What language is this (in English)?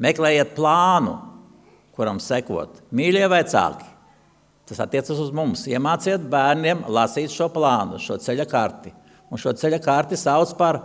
Latvian